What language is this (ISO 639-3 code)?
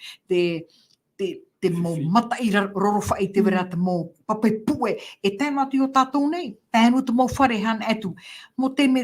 tah